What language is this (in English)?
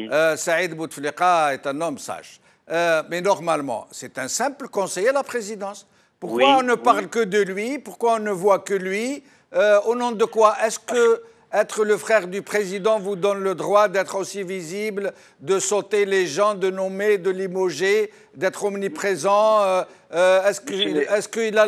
French